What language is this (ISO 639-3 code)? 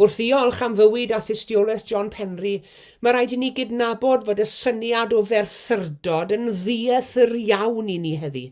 cym